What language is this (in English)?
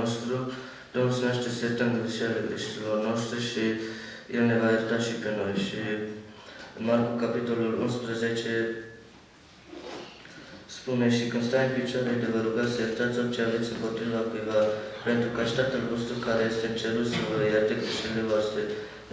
Romanian